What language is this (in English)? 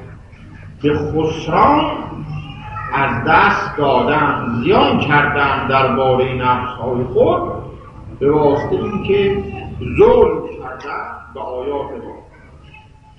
Persian